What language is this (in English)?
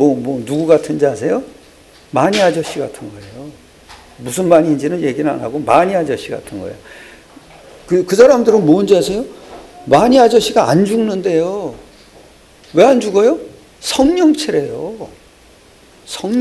Korean